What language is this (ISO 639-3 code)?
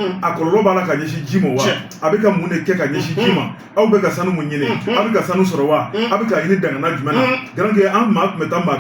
bam